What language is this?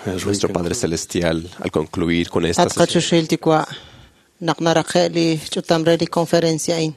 Kekchí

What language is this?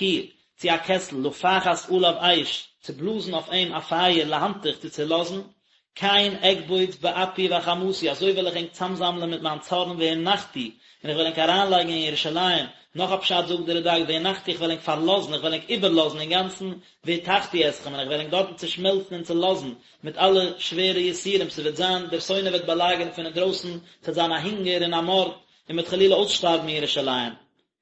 Yiddish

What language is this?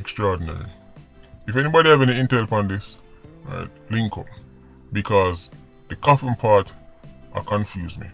Jamaican Creole English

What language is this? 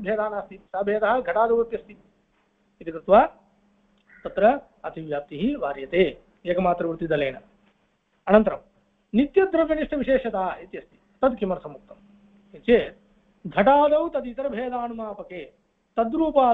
Sanskrit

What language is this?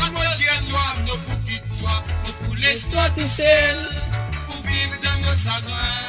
Morisyen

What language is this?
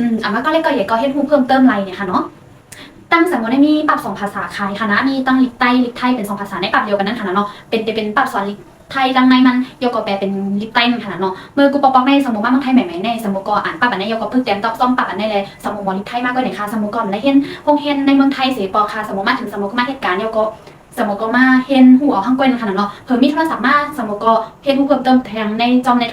Shan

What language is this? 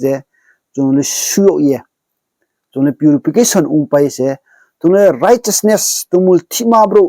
Riang (India)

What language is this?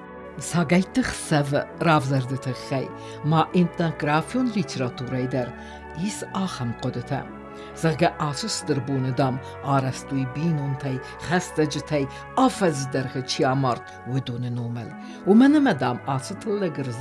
Ossetic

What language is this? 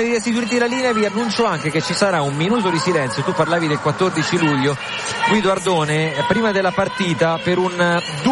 Italian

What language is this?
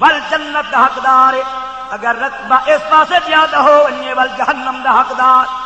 Saraiki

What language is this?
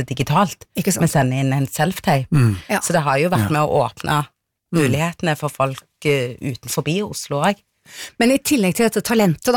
Norwegian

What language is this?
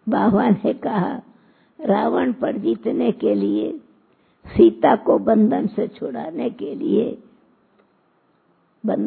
Hindi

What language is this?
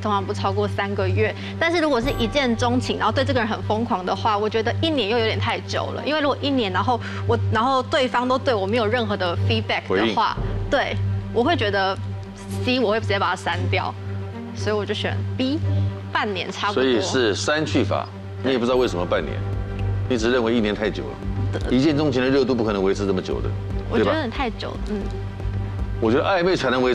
Chinese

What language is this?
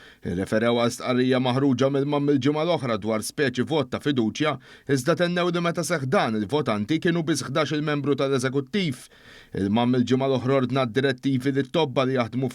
Maltese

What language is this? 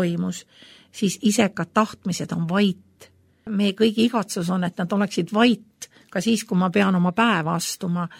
Estonian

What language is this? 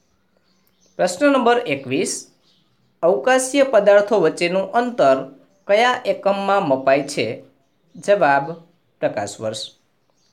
Gujarati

